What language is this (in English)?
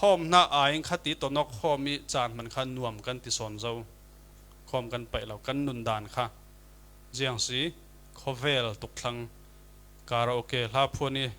Falam Chin